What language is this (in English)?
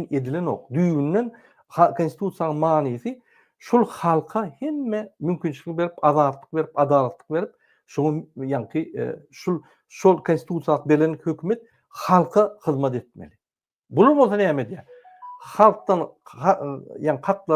Turkmen